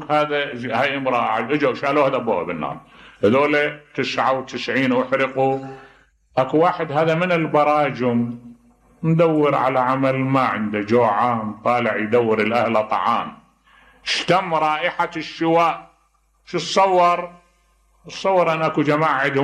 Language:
Mesopotamian Arabic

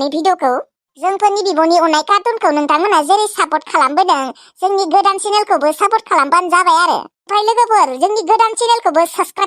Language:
Bodo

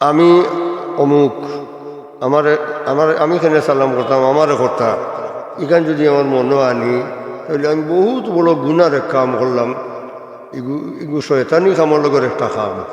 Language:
Sylheti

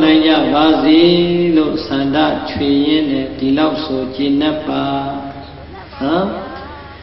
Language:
Burmese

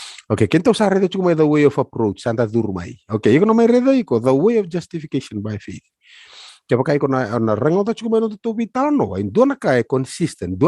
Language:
Fijian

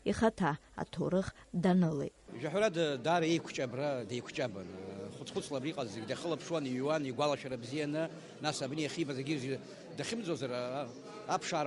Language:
Abkhazian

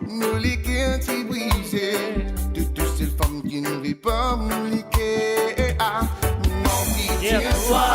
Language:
Morisyen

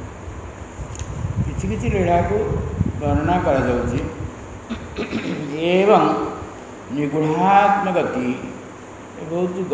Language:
Odia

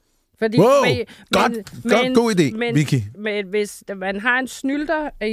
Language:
Danish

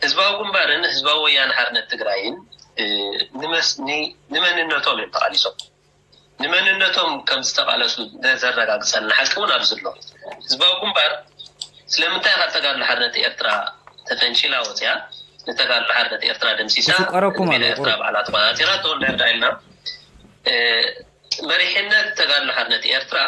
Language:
Tigrinya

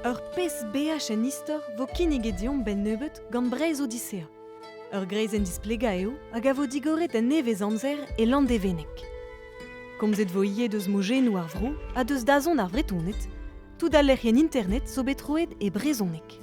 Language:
Breton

